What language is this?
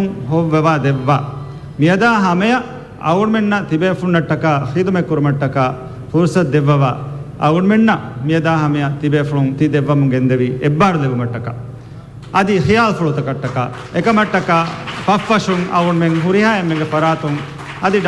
Divehi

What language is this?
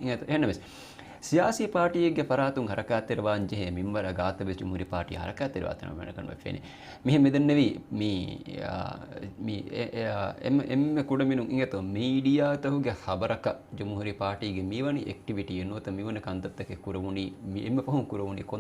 Divehi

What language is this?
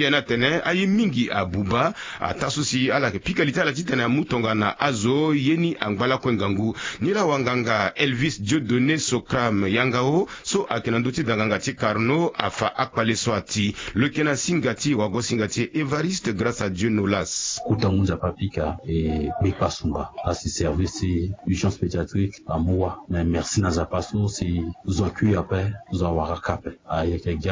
Sango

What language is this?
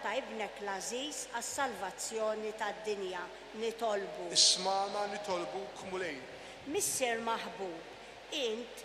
Maltese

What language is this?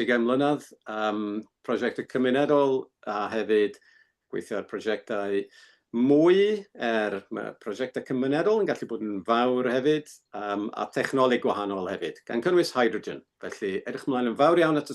Welsh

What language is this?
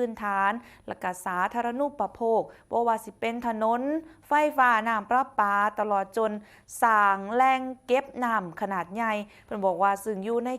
Northeastern Thai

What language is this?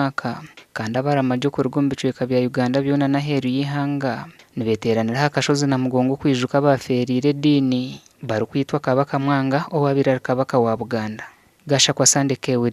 Nyankole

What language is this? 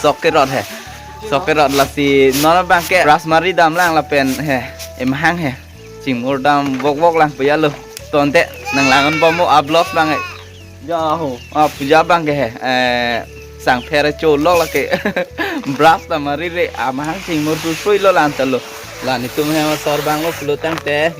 Karbi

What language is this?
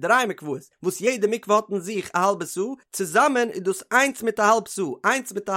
Yiddish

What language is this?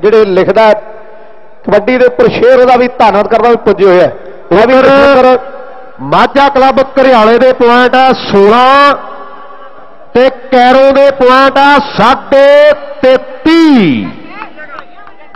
Punjabi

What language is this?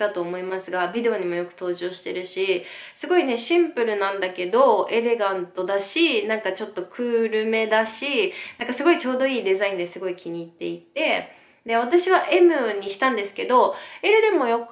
Japanese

